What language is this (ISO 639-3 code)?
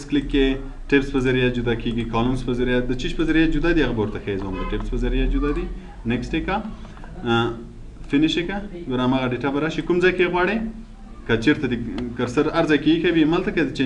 pus